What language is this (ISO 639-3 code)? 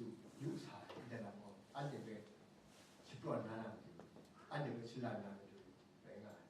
kac